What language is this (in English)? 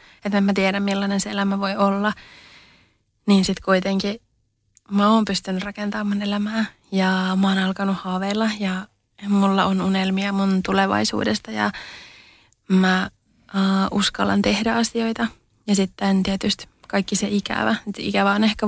Finnish